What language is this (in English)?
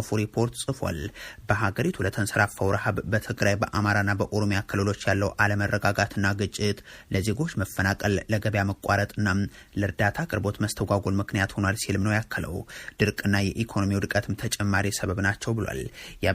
Amharic